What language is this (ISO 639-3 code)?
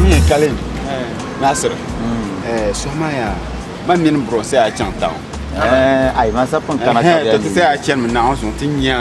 dag